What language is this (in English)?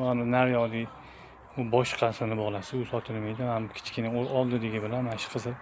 Uzbek